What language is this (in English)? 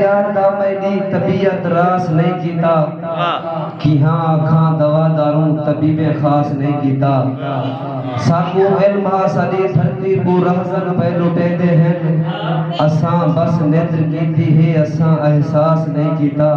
Saraiki